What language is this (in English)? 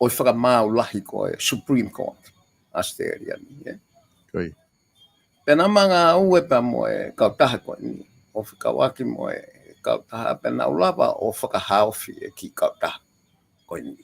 Tongan